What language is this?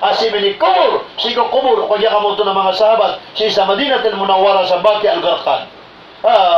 Maranao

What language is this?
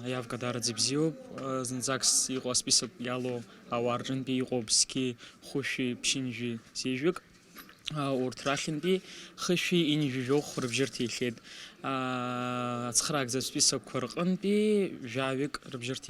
Abkhazian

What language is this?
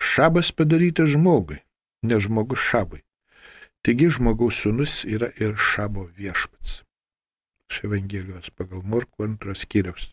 Lithuanian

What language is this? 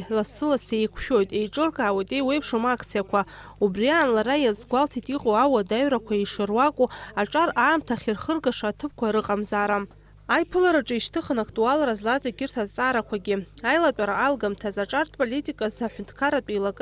Abkhazian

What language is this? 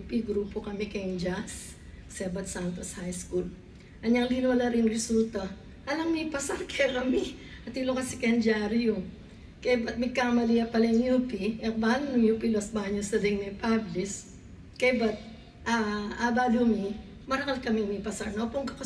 Pampanga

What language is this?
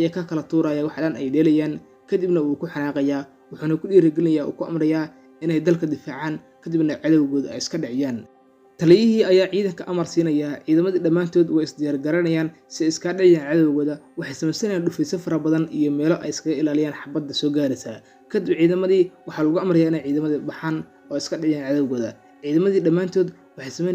Somali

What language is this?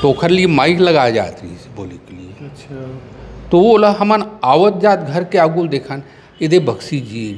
Chhattisgarhi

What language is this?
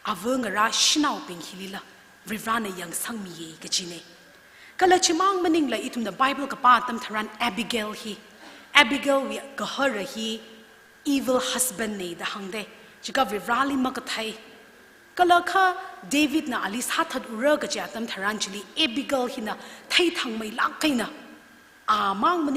Tangkhul Naga (India)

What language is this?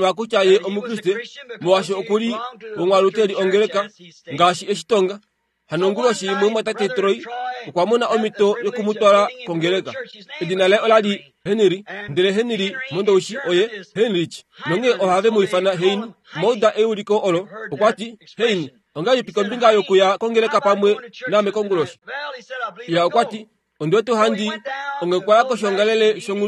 Kuanyama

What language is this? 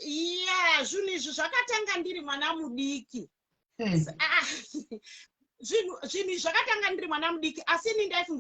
Shona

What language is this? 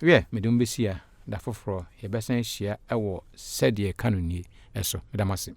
Akan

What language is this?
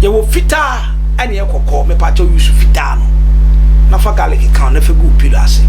Akan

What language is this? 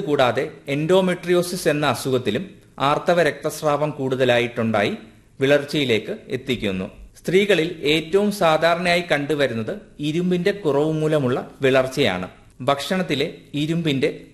Malayalam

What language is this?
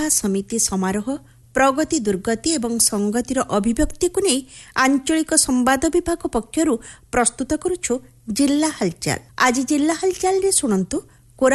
Odia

